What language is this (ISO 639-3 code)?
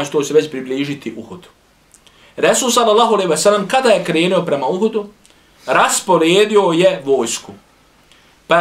bos